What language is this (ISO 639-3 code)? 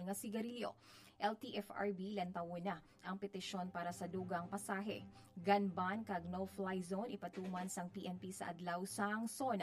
hil